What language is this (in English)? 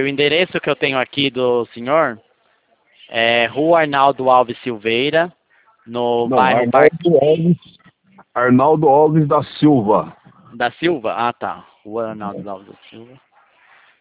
Portuguese